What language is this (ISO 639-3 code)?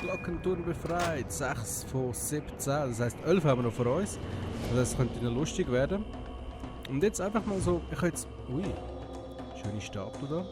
gsw